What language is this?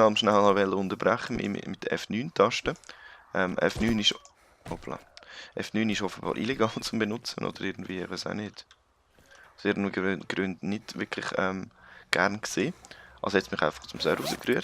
Swiss German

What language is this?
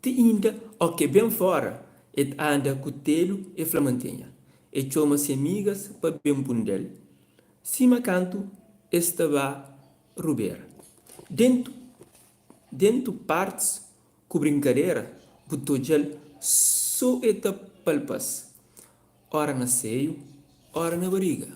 Kabuverdianu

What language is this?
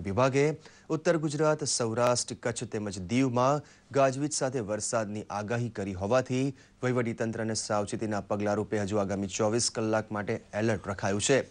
Gujarati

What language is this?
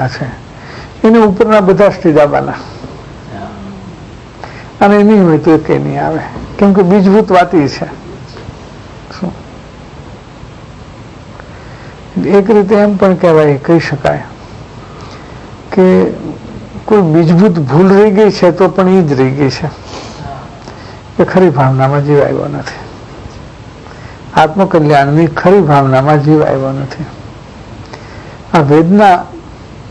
Gujarati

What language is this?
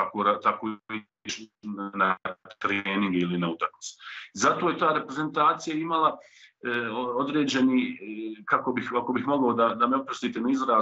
Bosnian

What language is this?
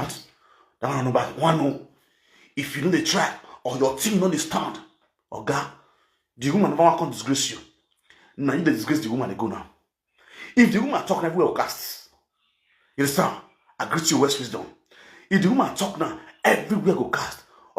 Nigerian Pidgin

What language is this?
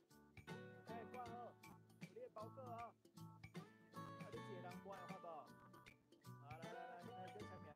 Min Nan Chinese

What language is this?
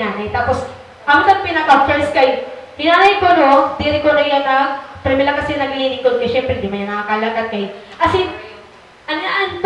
Waray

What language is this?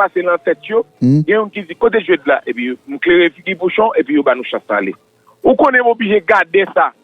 Haitian Creole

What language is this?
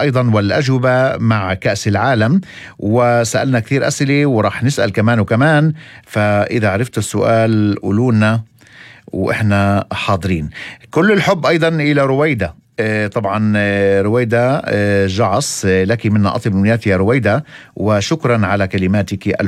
North Levantine Arabic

